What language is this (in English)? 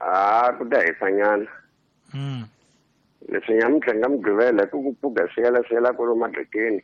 Tsonga